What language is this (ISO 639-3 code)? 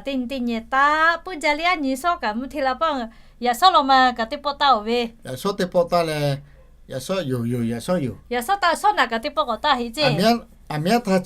lhu